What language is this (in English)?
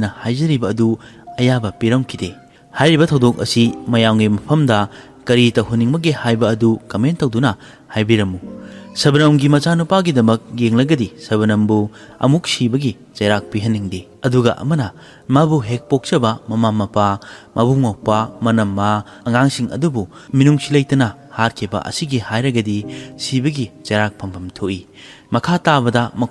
Manipuri